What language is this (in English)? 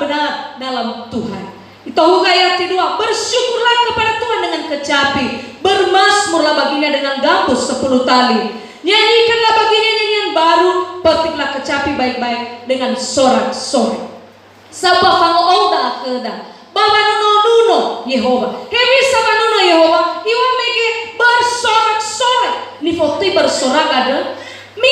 Nias